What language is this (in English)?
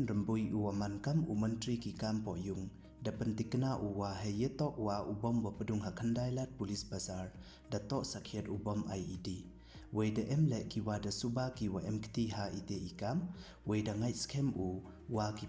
Pnar